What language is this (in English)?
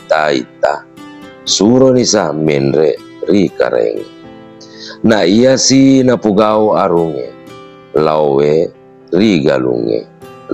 Buginese